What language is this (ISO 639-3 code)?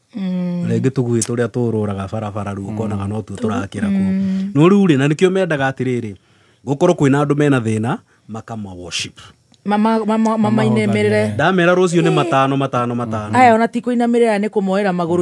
kik